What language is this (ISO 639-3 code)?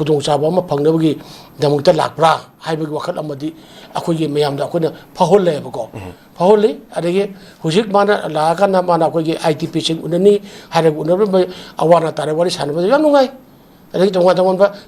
mni